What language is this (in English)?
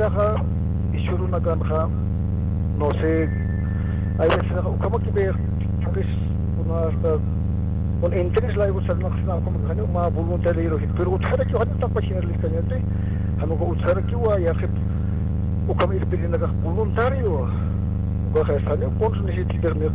Aymara